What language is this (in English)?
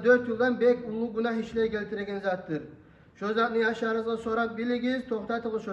Kumyk